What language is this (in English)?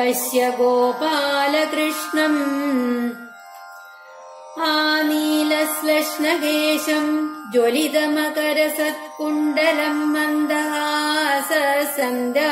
Malayalam